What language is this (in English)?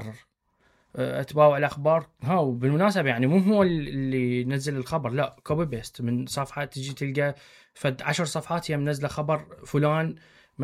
Mesopotamian Arabic